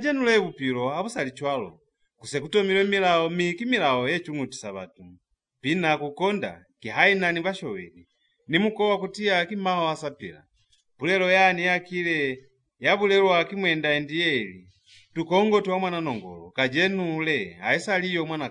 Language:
Lozi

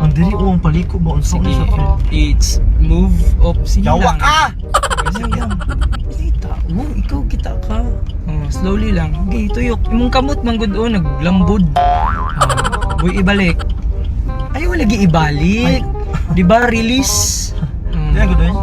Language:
Cebuano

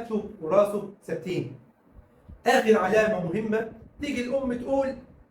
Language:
Egyptian Arabic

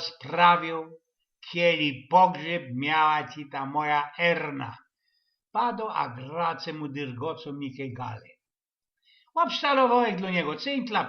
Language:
Silesian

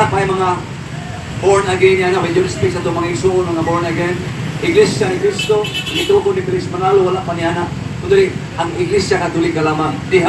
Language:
Cebuano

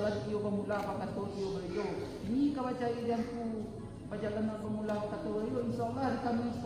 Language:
Minangkabau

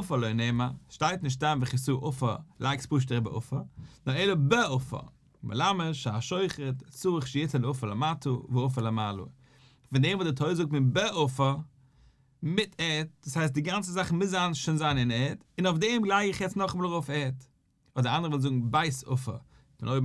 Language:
Yiddish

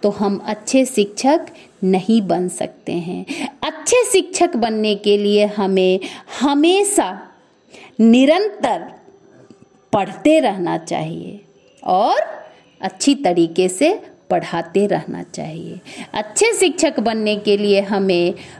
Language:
Hindi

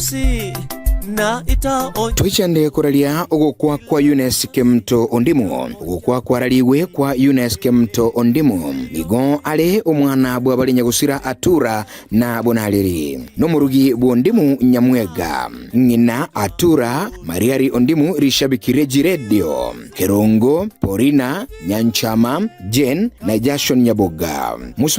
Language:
Gusii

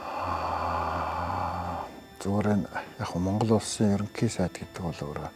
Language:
Mongolian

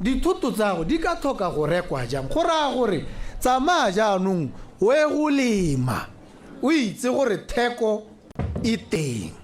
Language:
Tswana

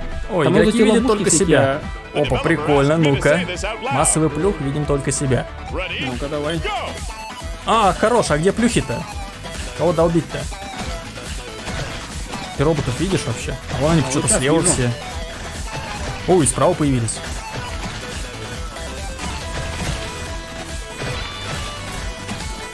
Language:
Russian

